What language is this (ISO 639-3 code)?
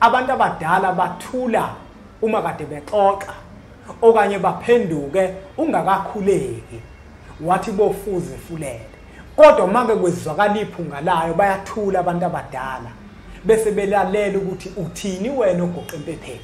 zul